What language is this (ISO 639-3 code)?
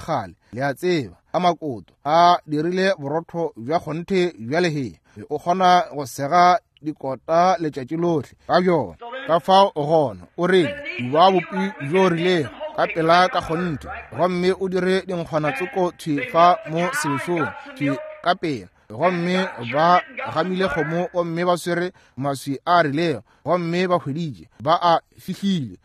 nso